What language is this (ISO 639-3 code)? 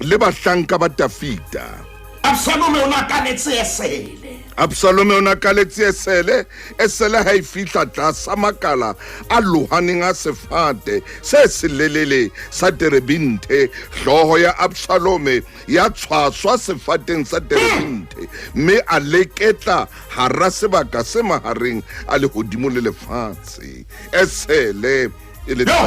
sot